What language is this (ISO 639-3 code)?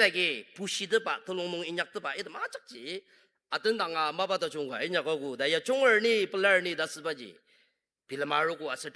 njo